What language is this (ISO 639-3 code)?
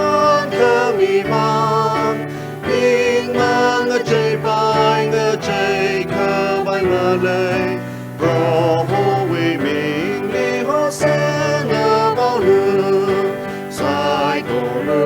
nmf